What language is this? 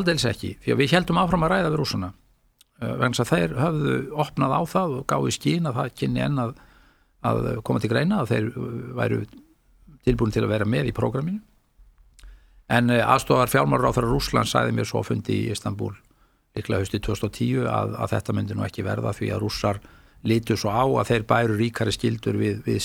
Icelandic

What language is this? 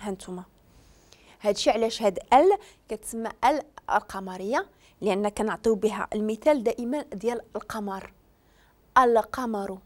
Moroccan Arabic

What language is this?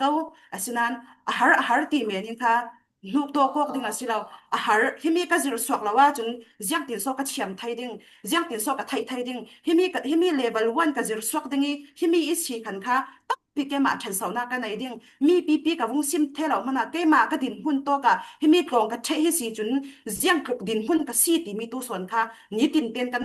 Falam Chin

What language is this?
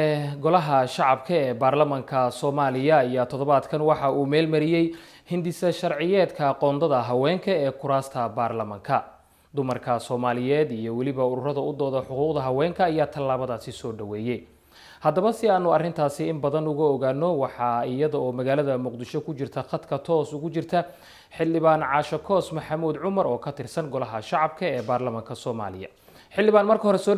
Somali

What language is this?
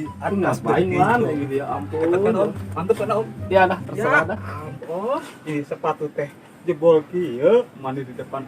Betawi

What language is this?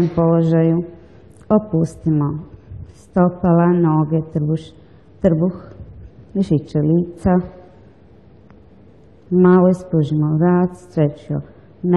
Croatian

